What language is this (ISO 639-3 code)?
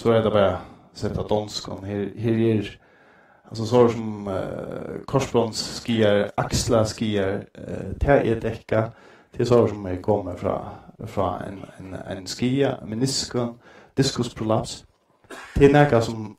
fao